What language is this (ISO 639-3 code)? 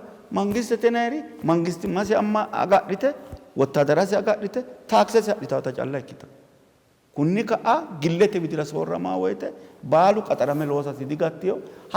sid